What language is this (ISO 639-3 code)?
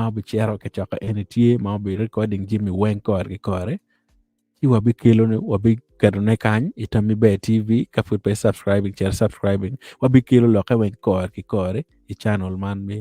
ach